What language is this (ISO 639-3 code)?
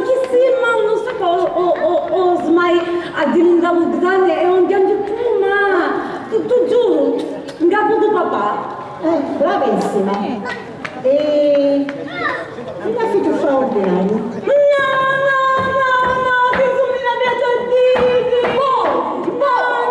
scn